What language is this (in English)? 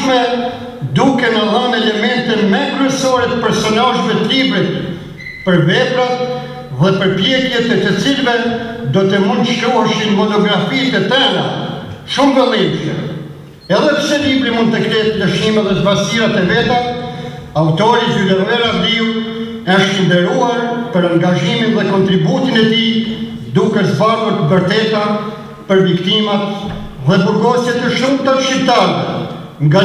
Albanian